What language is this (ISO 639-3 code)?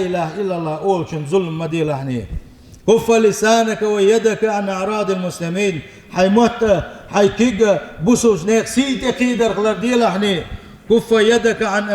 che